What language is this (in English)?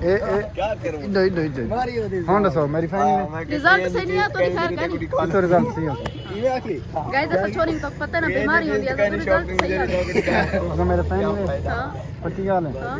Saraiki